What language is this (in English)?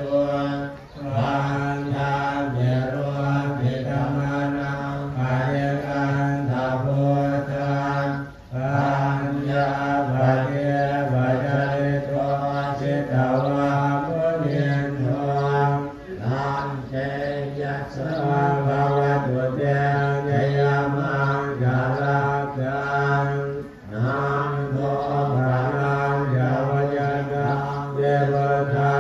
Pali